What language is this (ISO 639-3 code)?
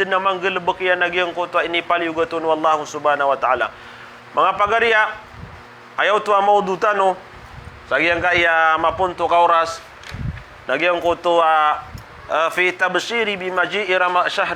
mrw